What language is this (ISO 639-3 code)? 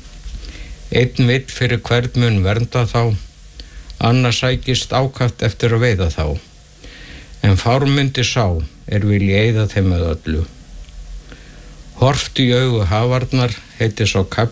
isl